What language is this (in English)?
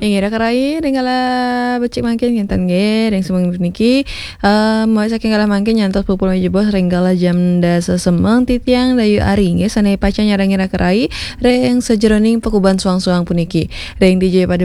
Balinese